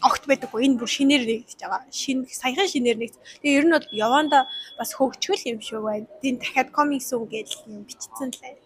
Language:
Mongolian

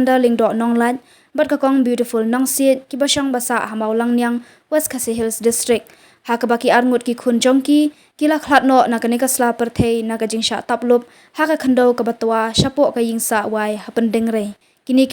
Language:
Khasi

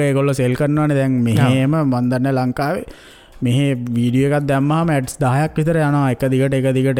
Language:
Sinhala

